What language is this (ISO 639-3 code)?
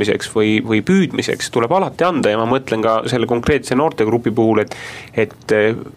est